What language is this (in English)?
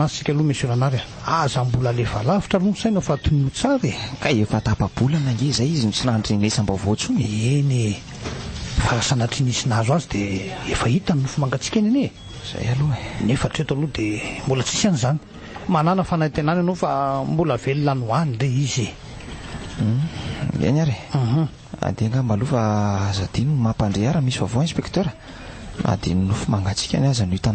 Malagasy